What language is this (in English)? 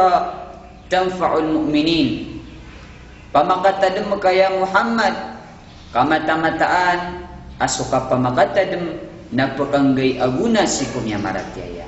Maranao